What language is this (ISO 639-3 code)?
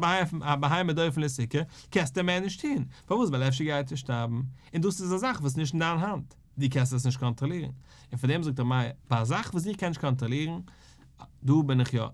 yid